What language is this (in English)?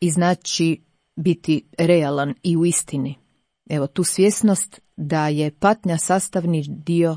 Croatian